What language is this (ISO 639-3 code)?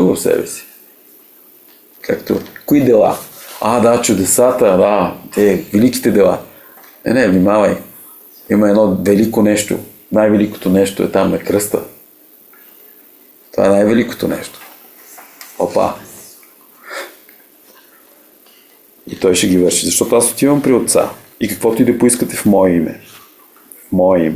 bul